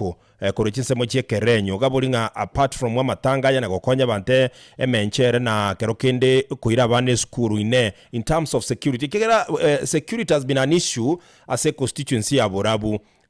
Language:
Gusii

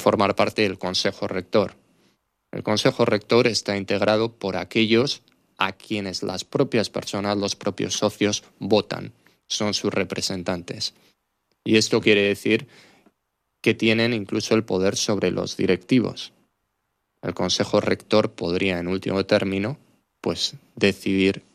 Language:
Spanish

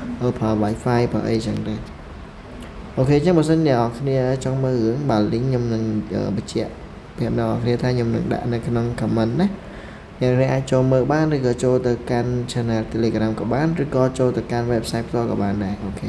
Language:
Khmer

